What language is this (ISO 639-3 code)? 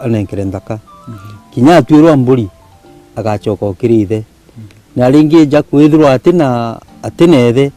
mer